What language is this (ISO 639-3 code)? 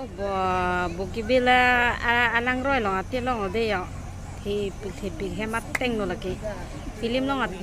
mjw